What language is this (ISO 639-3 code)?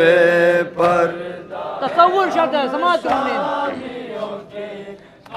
urd